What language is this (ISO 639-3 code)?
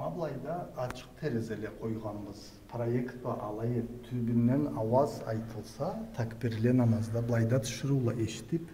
krc